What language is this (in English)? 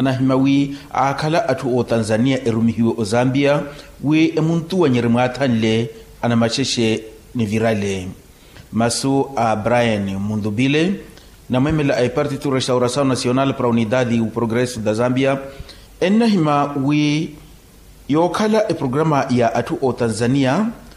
Makhuwa